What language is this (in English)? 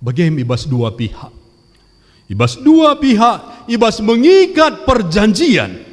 Batak Karo